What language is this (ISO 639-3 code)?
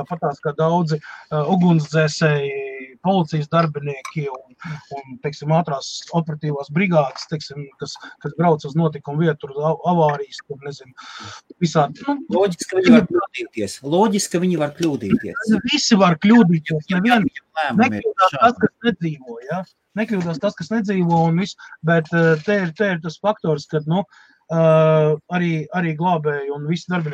lav